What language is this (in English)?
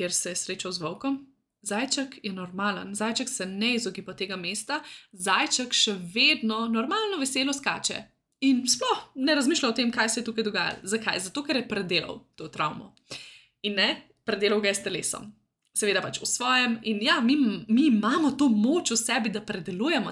Slovenian